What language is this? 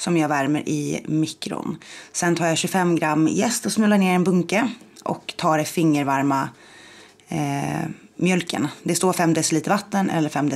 Swedish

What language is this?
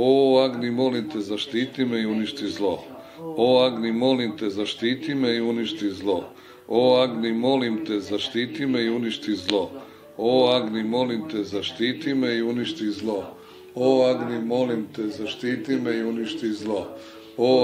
Serbian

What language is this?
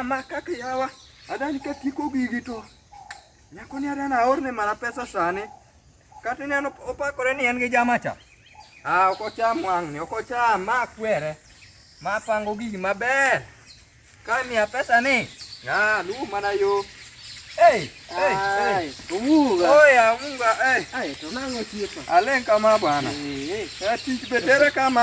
Luo (Kenya and Tanzania)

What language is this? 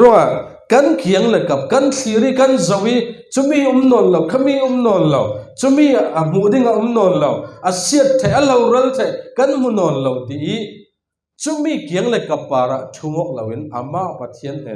Falam Chin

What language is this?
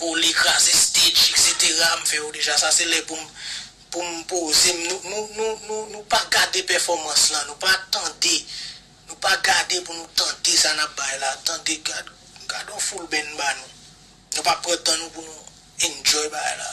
Haitian Creole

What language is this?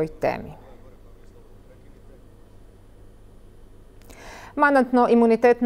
Croatian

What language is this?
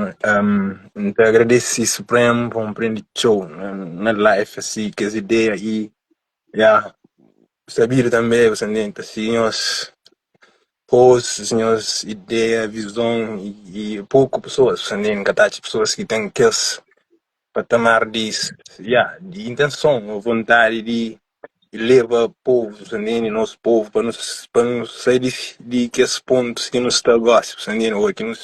Kabuverdianu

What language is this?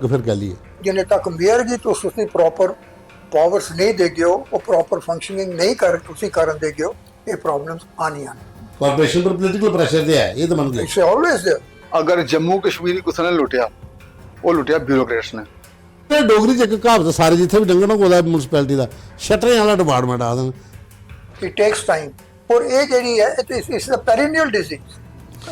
Dogri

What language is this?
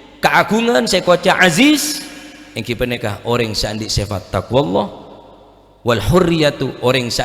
Madurese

